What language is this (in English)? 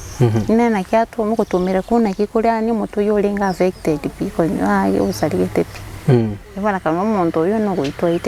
Gusii